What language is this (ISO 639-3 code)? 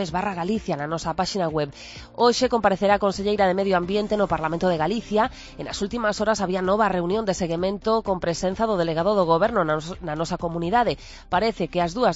glg